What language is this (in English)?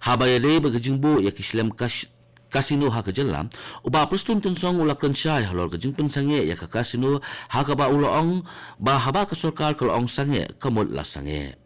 Khasi